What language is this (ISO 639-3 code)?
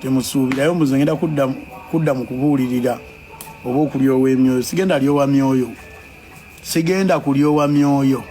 lug